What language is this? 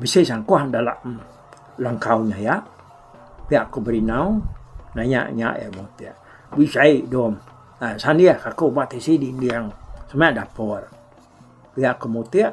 Iban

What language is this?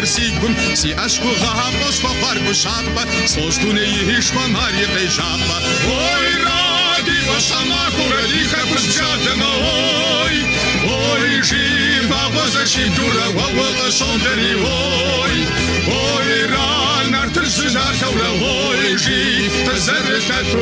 Kabardian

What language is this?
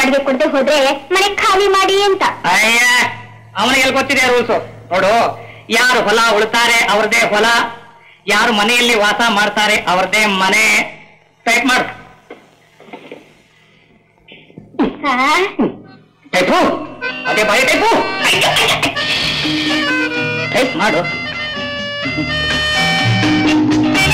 Kannada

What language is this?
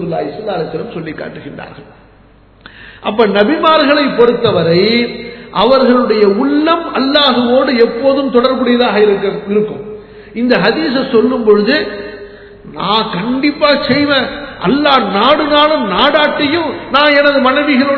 Tamil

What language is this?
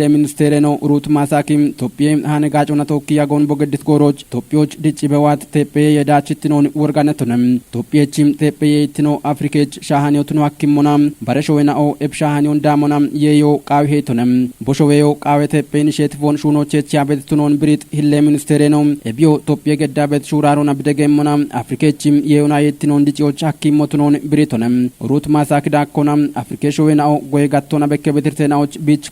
Kafa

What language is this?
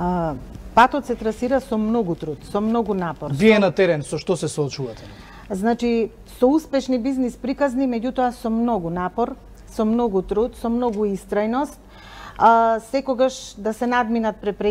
Macedonian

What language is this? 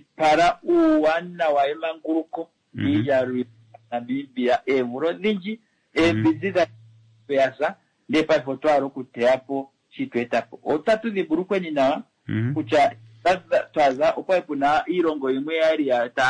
Kuanyama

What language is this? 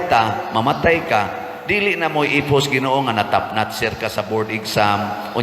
Cebuano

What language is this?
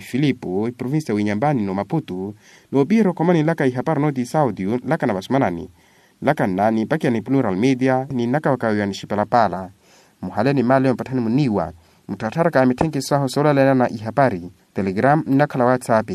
Makhuwa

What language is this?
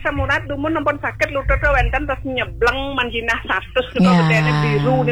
Balinese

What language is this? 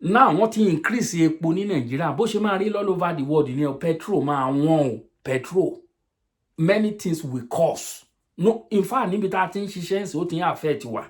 Yoruba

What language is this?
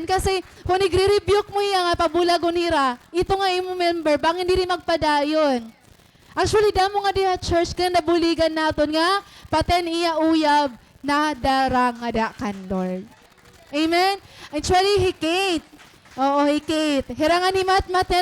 Waray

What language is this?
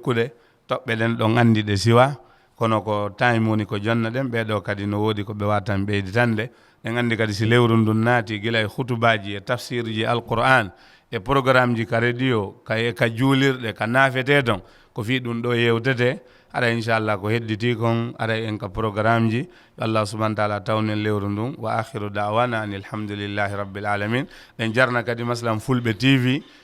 Fula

